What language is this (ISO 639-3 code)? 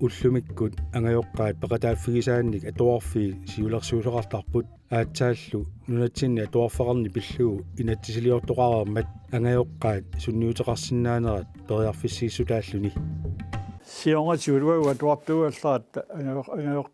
kal